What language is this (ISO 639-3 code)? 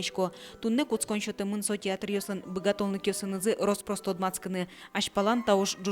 udm